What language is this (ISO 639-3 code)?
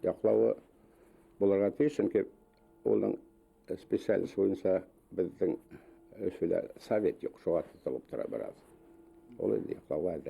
bak